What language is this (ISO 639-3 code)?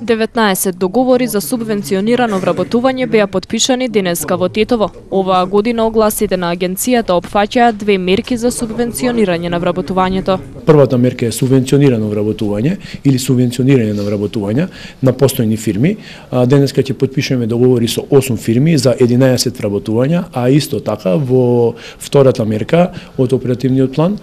mkd